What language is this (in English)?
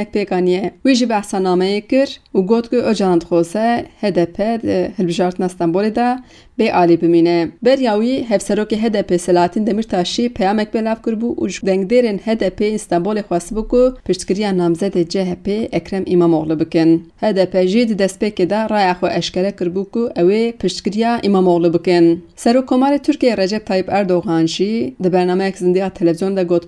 Kurdish